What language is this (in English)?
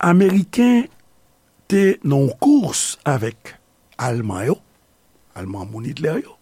Haitian Creole